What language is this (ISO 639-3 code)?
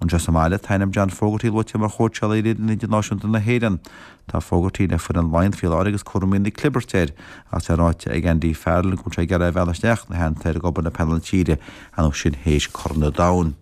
gle